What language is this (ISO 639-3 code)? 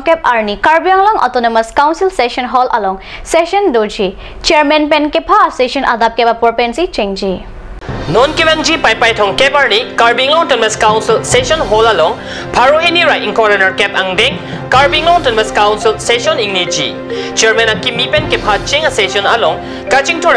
mjw